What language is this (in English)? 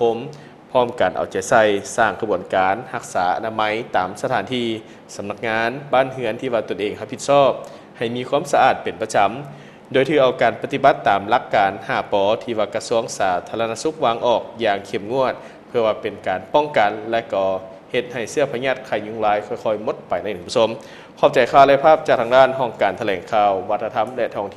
Lao